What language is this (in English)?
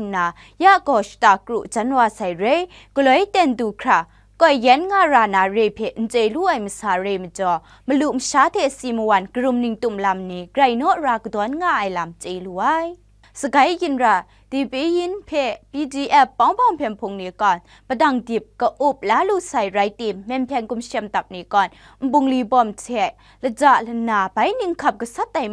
Kachin